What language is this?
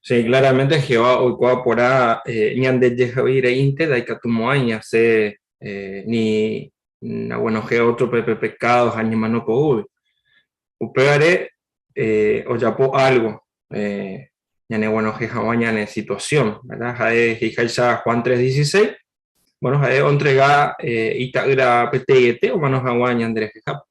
Guarani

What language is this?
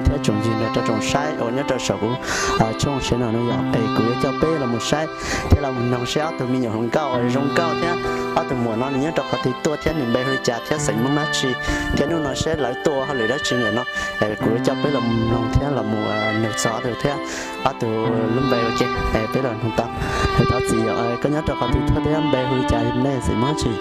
Hmong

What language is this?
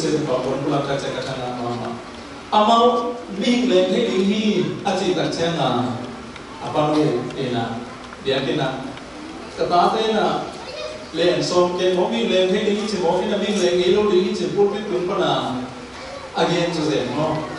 Tedim Chin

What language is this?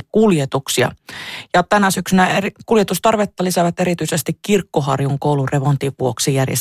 Finnish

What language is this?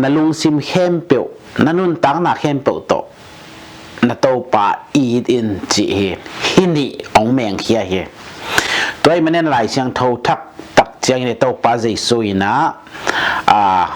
Tedim Chin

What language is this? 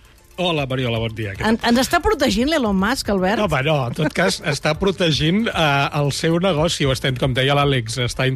Catalan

